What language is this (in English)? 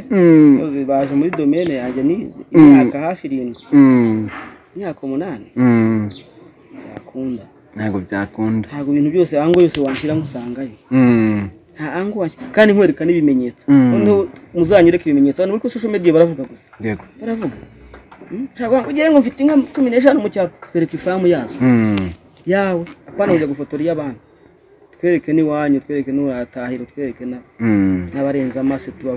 Kinyarwanda